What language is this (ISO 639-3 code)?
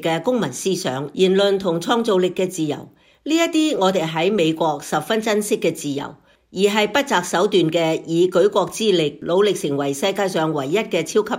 yue